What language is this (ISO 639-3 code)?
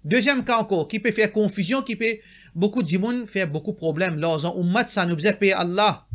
mfe